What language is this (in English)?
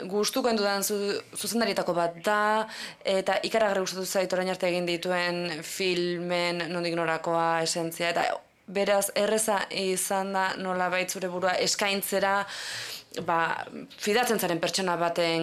Basque